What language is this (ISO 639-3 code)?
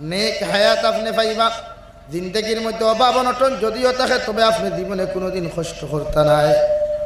syl